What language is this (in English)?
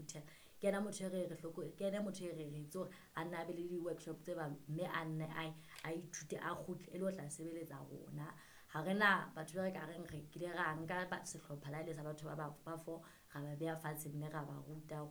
Southern Sotho